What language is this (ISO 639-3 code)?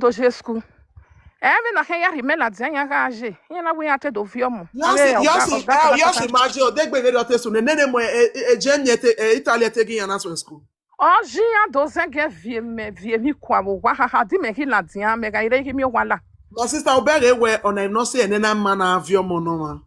pcm